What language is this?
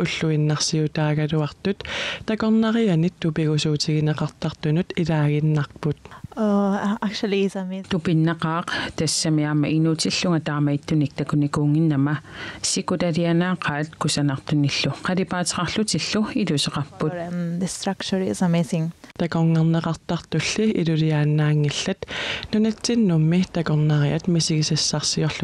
Kalaallisut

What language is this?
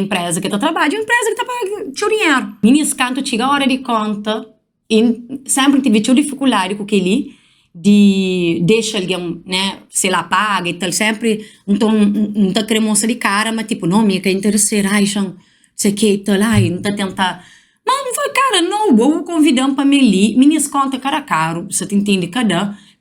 Kabuverdianu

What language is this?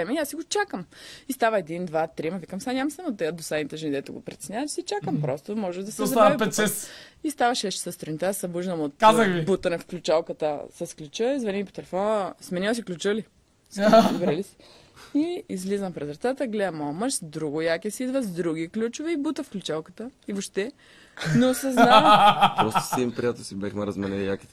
Bulgarian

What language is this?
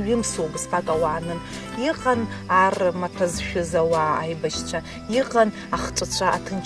Abkhazian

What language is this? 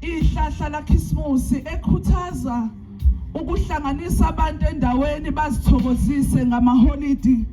Zulu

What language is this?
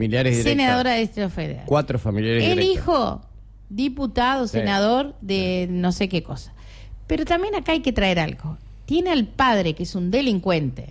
Spanish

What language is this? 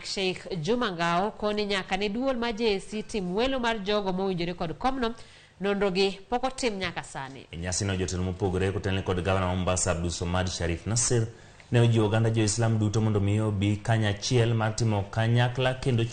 Luo (Kenya and Tanzania)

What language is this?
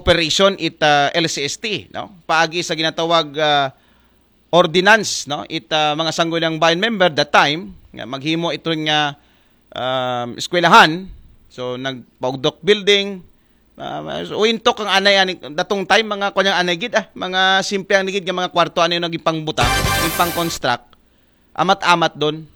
Aklanon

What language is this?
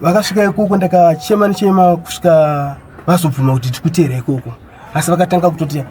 Shona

